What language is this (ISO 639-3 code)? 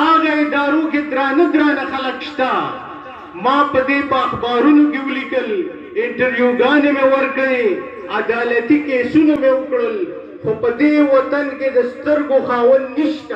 pus